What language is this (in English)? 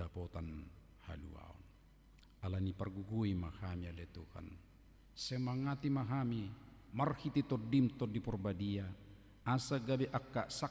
Batak Toba